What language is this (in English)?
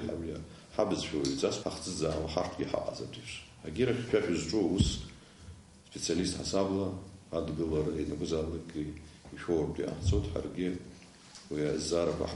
Abkhazian